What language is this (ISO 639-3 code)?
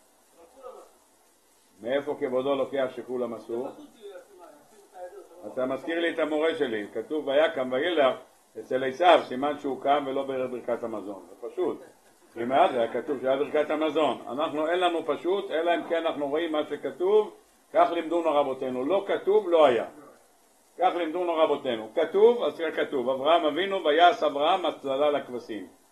heb